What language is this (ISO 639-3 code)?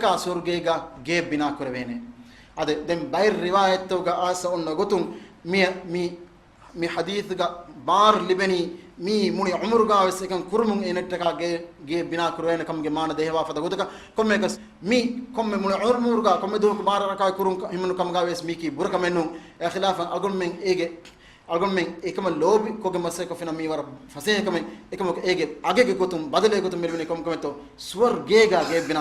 div